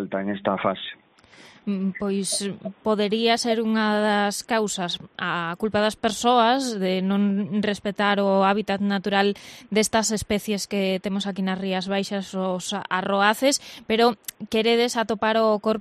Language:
Galician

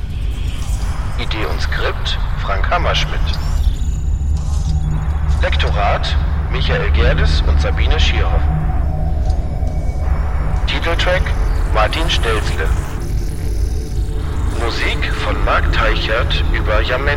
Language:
German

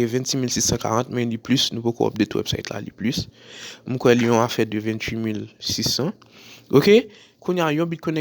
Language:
Haitian Creole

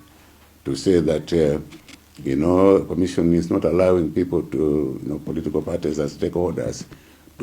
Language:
Nyanja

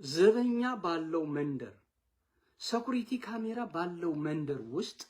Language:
Amharic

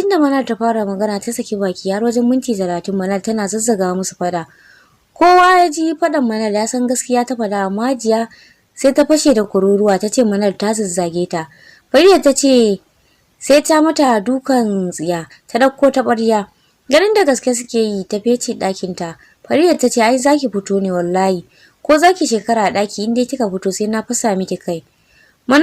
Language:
Hausa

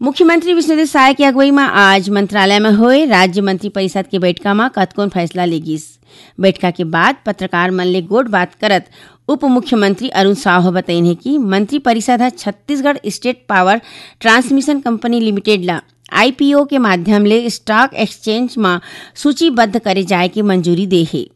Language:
Chhattisgarhi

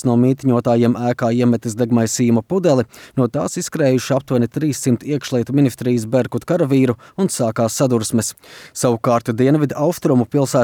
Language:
Latvian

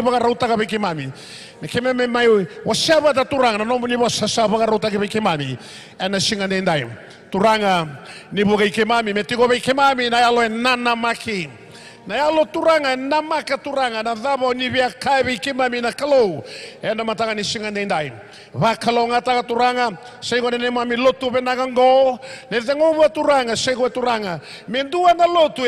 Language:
Fijian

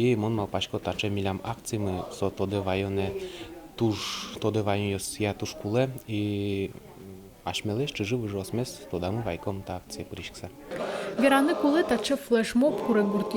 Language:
Udmurt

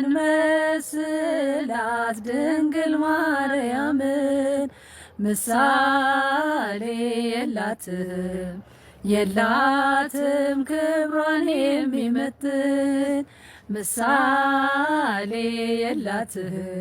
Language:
Amharic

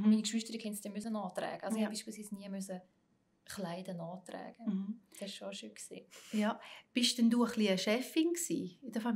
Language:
Swiss German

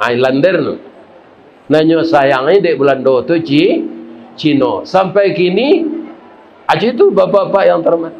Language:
Minangkabau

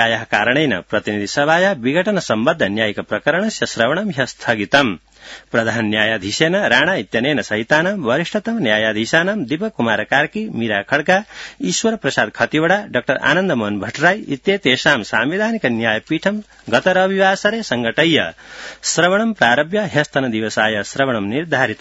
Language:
Sanskrit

